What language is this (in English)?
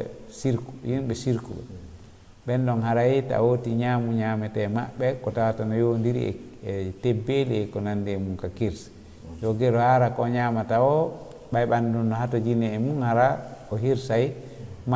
Fula